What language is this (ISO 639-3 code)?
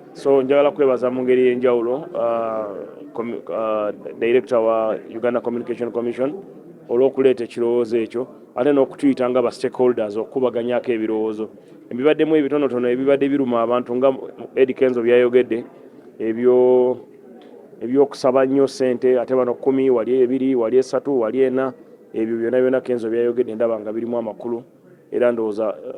lug